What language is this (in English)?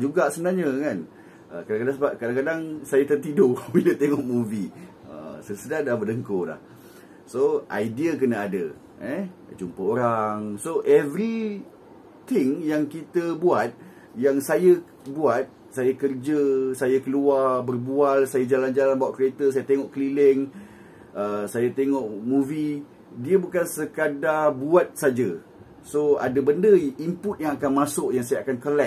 Malay